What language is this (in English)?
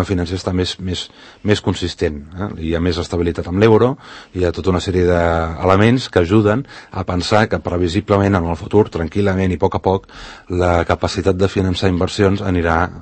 Catalan